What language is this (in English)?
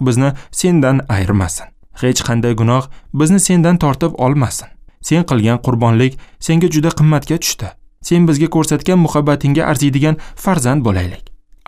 Uzbek